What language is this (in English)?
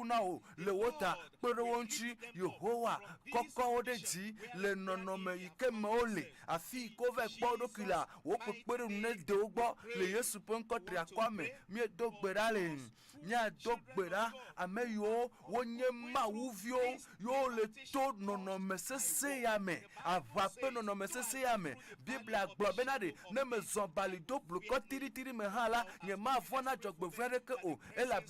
Ewe